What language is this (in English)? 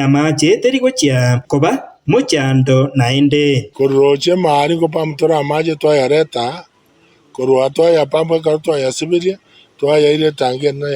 Gusii